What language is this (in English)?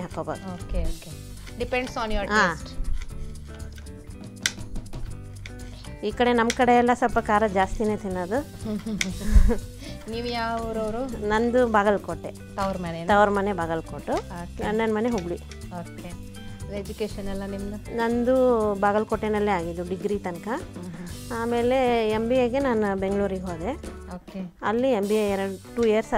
Kannada